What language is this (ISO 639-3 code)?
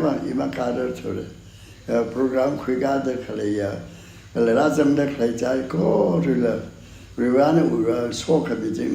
nmf